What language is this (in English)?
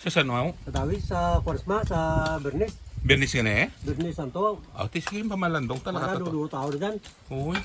Hiligaynon